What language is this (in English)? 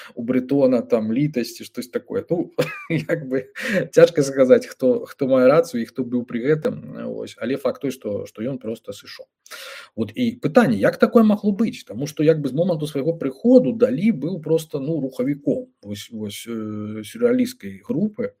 Belarusian